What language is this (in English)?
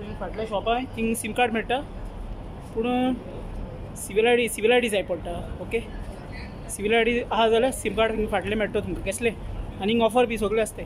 Konkani